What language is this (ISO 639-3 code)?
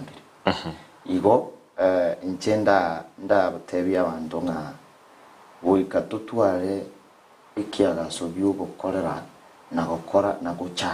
guz